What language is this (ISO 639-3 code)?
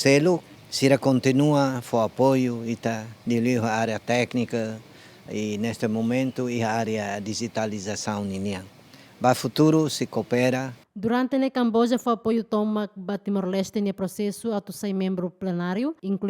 tet